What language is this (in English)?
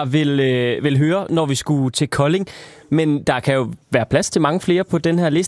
Danish